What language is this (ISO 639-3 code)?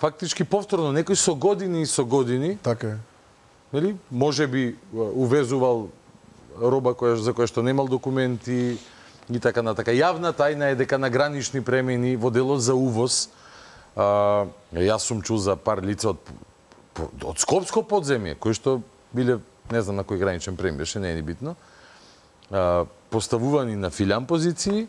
mkd